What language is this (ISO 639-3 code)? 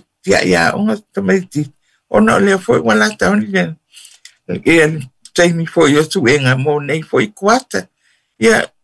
smo